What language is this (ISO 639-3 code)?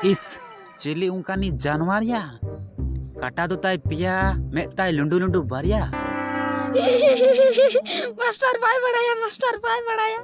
sat